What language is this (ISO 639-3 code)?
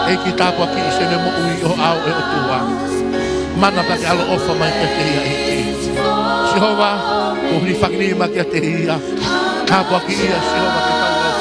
ton